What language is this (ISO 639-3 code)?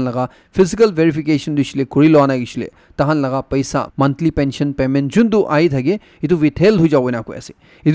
nag